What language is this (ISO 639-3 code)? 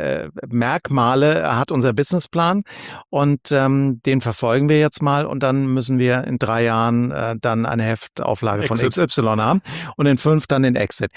deu